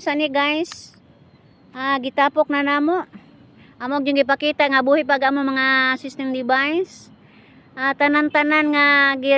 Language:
Cebuano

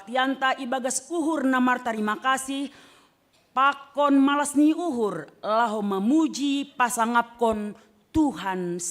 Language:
Batak Simalungun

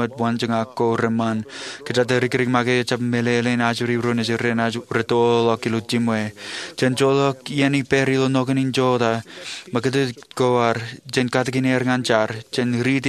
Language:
Marshallese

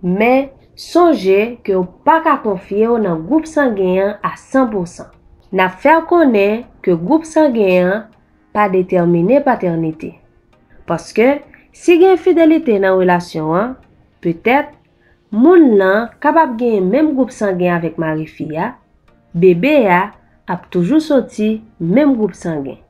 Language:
Haitian Creole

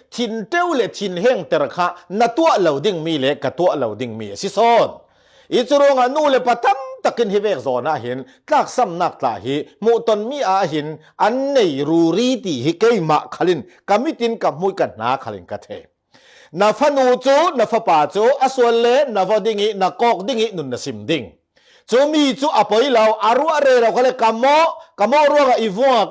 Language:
Falam Chin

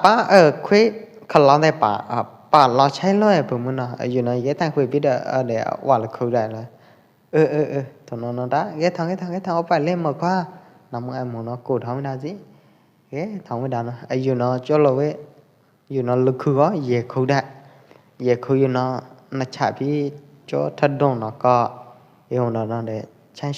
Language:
Pwo Eastern Karen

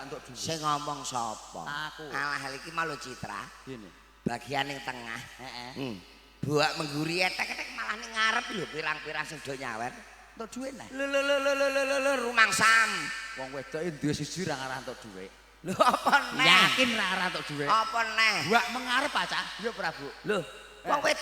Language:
Javanese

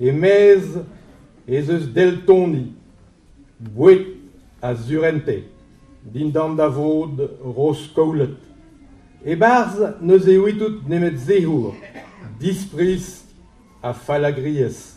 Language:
Breton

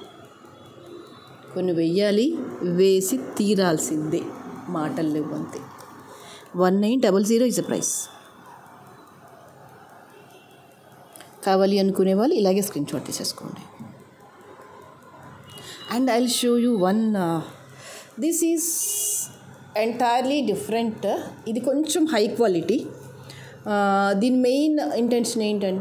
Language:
Telugu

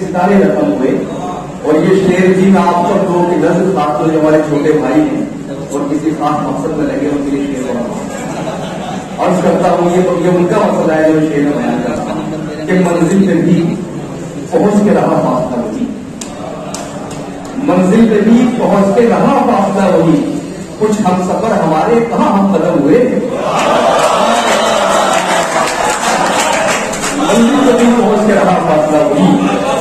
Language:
Urdu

